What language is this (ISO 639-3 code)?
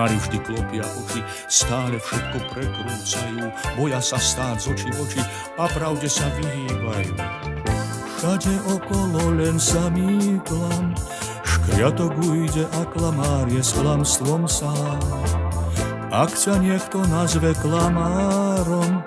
slk